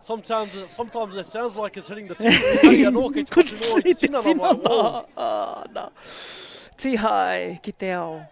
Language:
Māori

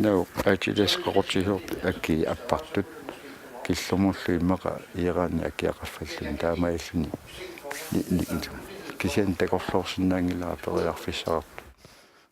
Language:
Kalaallisut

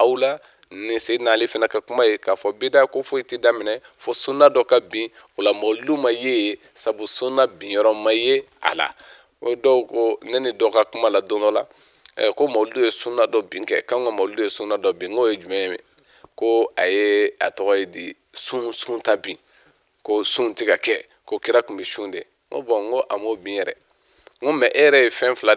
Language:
Bambara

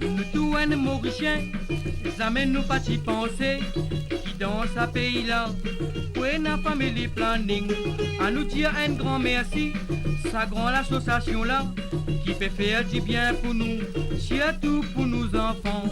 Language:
Morisyen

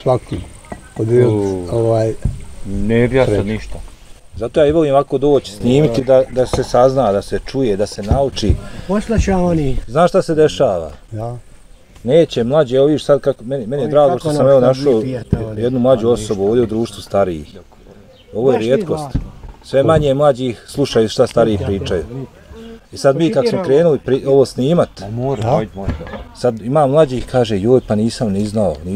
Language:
Bosnian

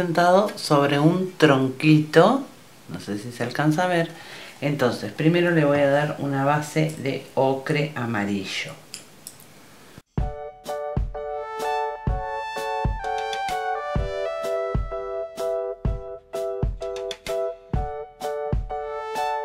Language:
Spanish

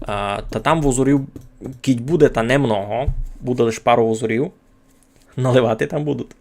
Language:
Rusyn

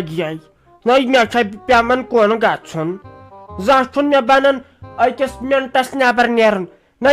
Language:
Kashmiri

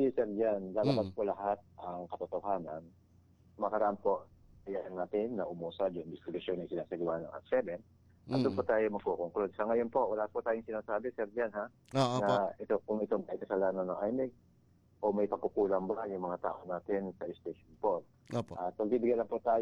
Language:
Filipino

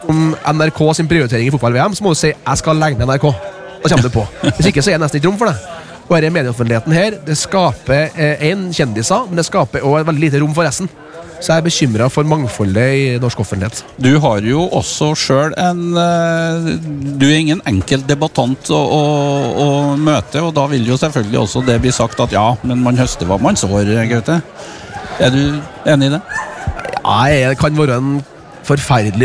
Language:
Norwegian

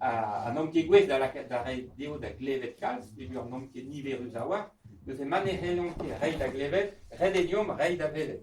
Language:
Breton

